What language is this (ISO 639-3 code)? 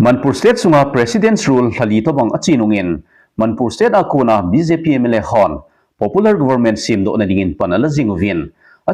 tcz